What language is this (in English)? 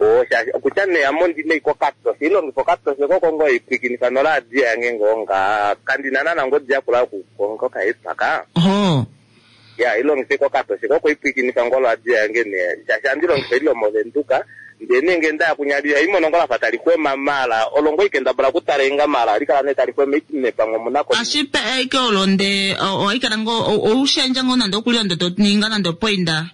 Kuanyama